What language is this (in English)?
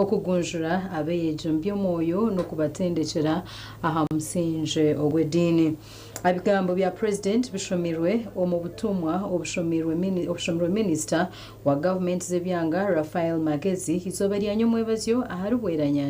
Nyankole